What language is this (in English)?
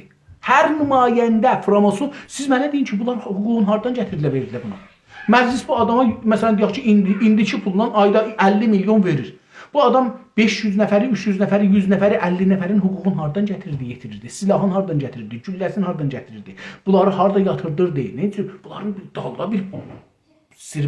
South Azerbaijani